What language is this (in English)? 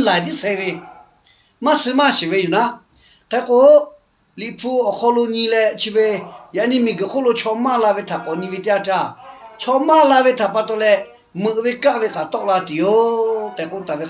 Lahu